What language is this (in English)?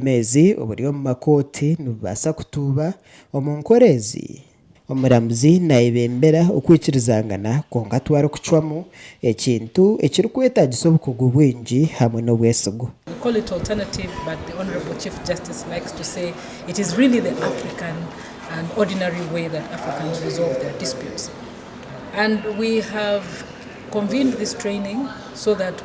Nyankole